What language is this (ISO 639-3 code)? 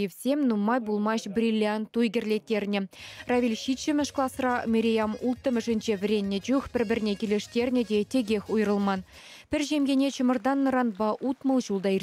chv